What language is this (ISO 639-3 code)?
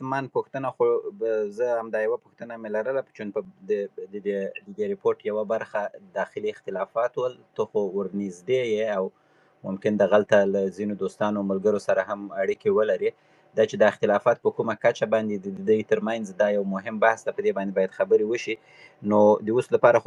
pus